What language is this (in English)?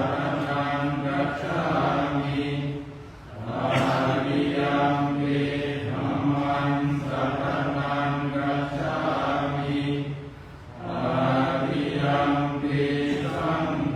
Pali